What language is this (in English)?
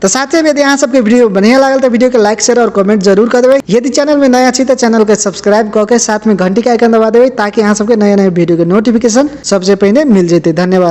Maithili